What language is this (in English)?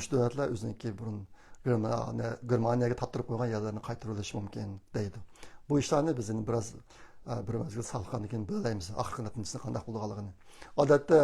Uyghur